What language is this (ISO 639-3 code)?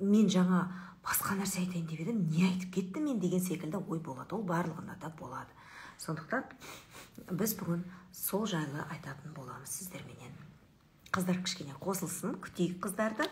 kaz